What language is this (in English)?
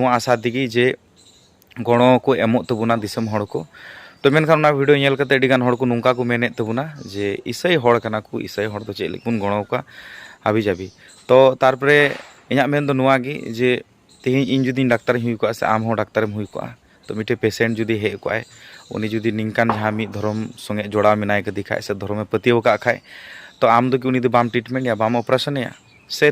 Santali